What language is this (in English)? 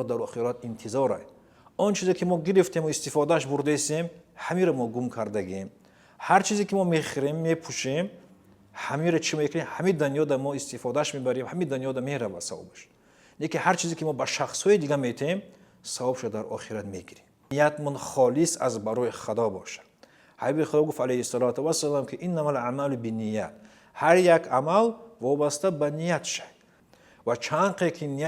Tajik